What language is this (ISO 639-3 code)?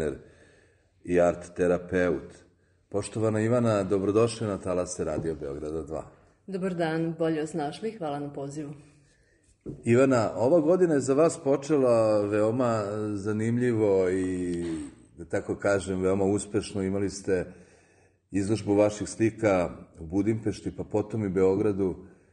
srp